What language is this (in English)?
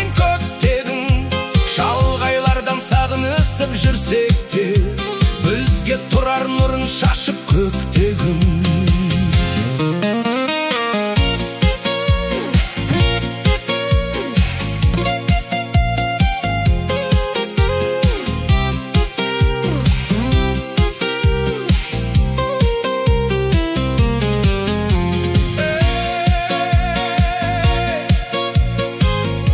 Kazakh